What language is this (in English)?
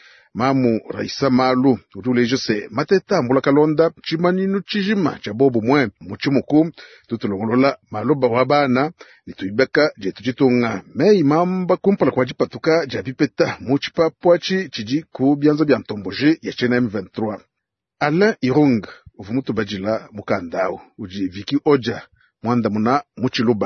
Luba-Lulua